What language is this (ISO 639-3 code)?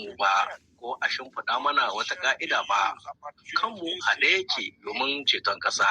hau